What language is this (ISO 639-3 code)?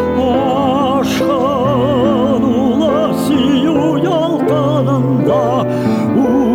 tat